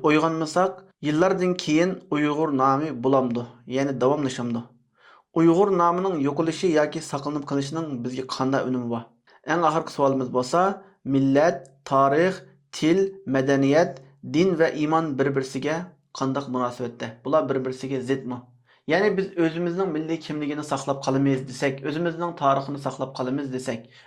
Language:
Uyghur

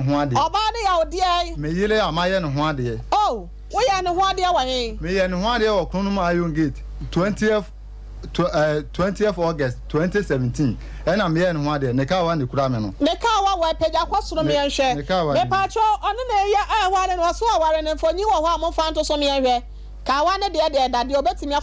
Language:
Akan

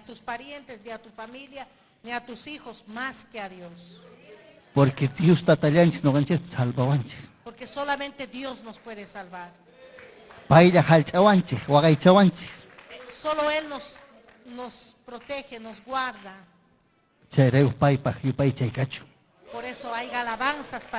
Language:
Ayacucho Quechua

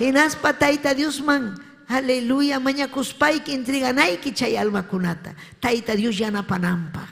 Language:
Ayacucho Quechua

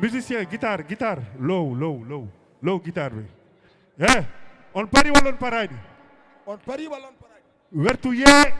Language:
Fula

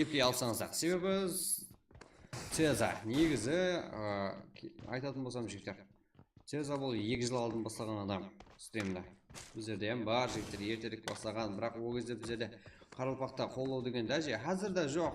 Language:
Kara-Kalpak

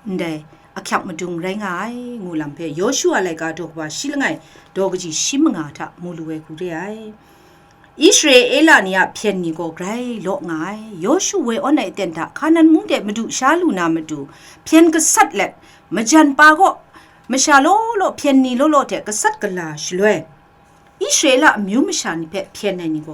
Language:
Kachin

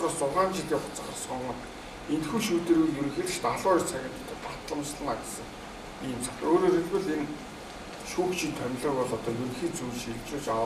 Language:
Mongolian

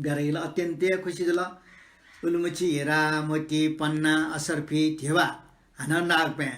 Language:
Newari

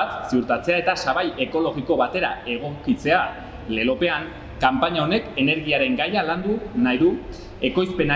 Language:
Basque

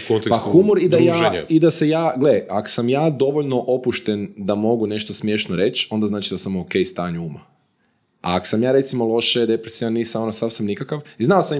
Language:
Croatian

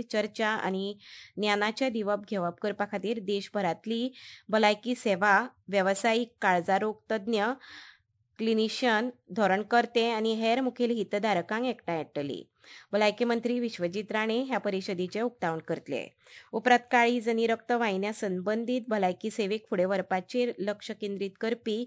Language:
Konkani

